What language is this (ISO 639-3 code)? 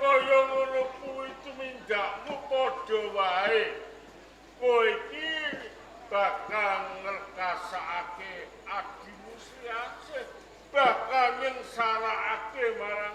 jav